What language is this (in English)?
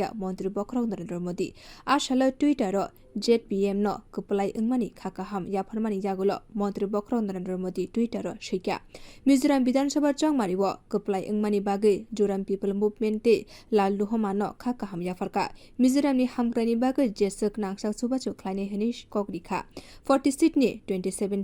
Kok Borok